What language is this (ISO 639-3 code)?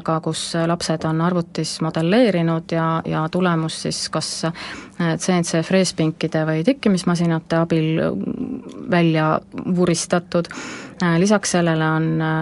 est